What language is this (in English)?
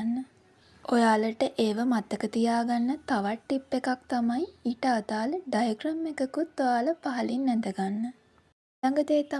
Sinhala